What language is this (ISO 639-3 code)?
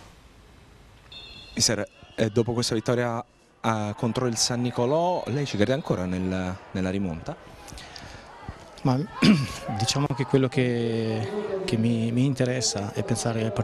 ita